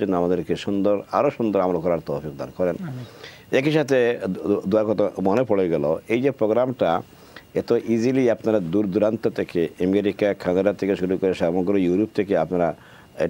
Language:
Bangla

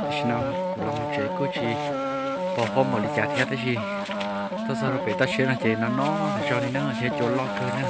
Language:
Hmong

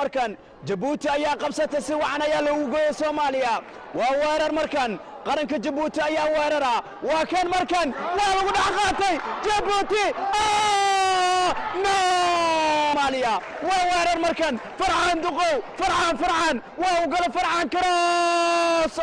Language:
Somali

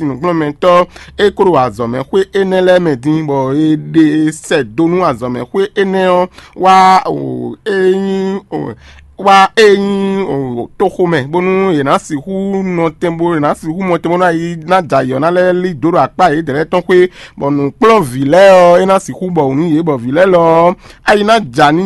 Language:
Fon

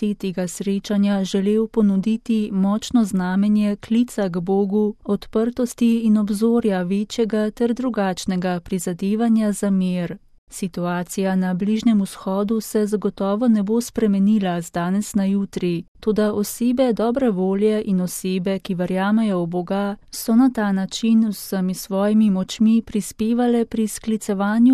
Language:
Slovenian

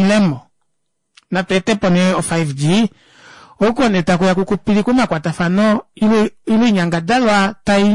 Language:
Kuanyama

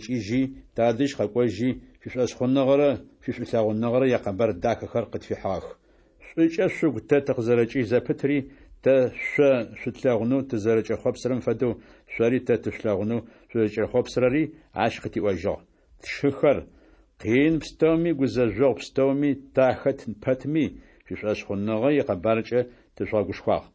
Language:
Adyghe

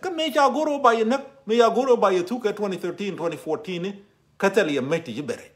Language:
Nuer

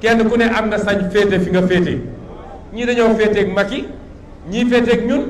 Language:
Wolof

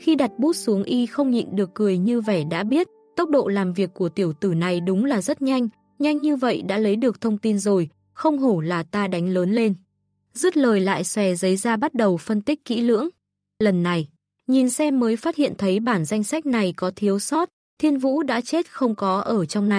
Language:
Vietnamese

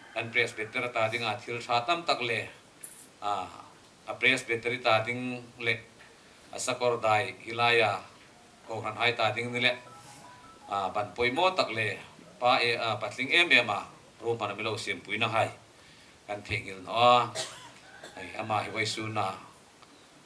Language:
Hmar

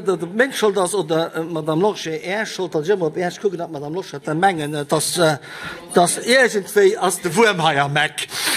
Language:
Luxembourgish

